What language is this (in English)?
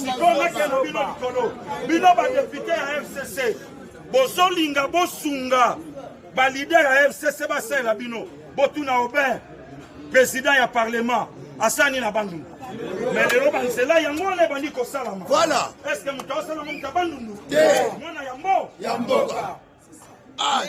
Lingala